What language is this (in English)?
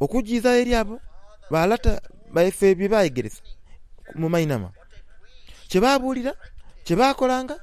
Soga